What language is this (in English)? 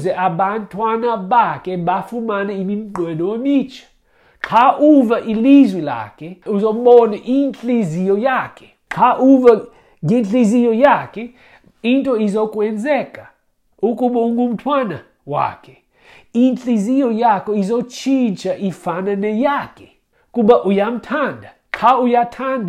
Xhosa